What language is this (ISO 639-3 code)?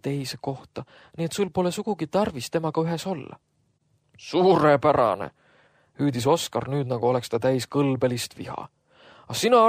est